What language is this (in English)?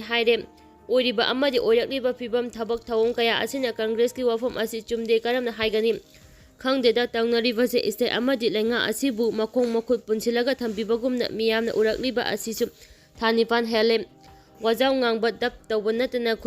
Manipuri